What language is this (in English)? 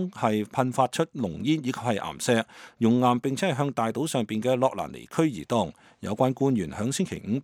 Cantonese